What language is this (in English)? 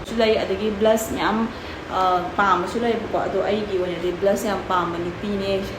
Manipuri